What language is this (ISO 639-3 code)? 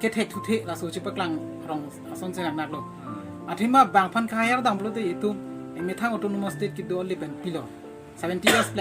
mjw